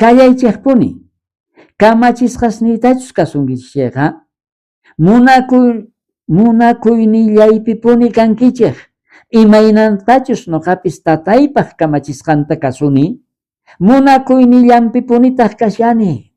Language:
South Bolivian Quechua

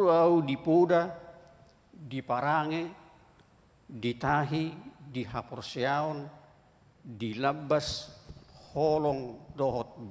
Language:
Batak Toba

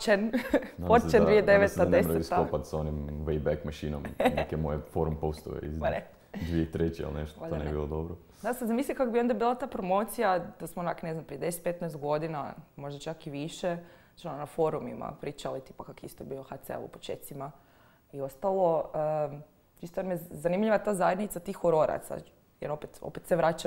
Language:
Croatian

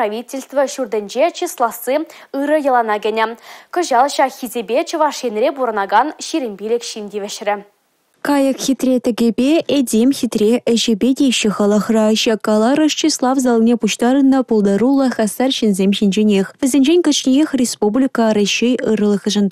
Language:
Chuvash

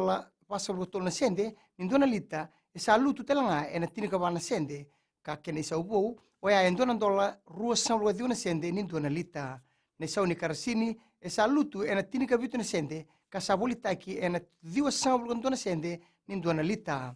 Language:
Fijian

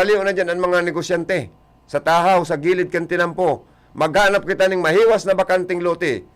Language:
Bikol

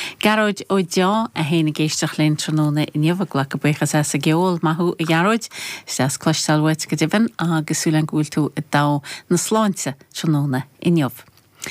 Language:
Irish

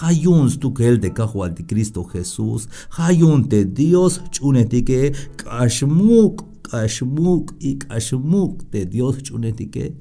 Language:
Tzeltal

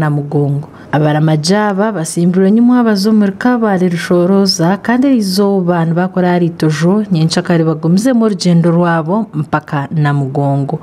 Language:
Nyankole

